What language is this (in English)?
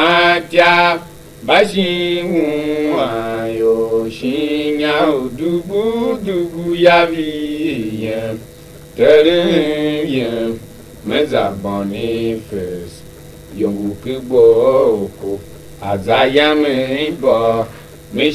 Tiv